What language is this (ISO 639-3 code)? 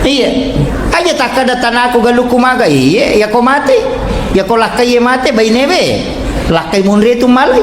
bug